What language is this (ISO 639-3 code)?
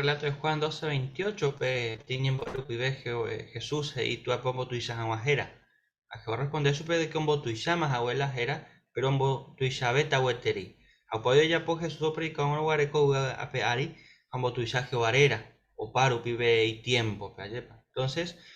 grn